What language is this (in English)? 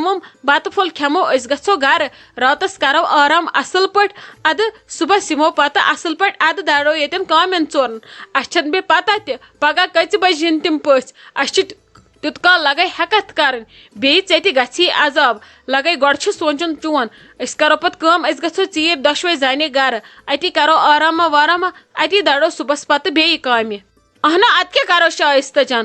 Kashmiri